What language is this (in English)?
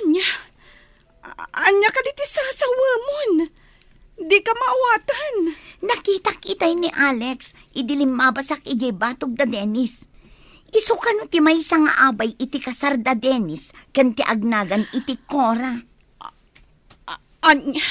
Iloko